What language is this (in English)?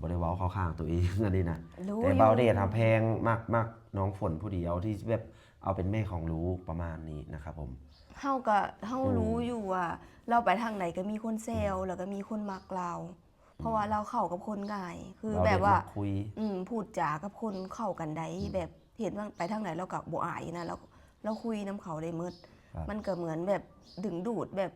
Lao